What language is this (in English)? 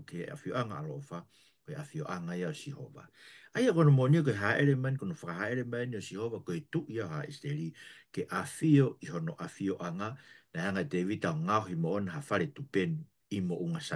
Tongan